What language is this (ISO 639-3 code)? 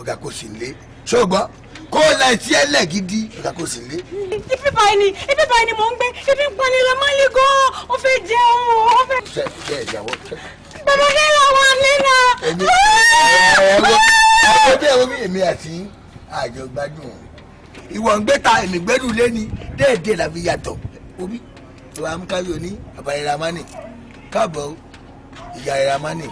yor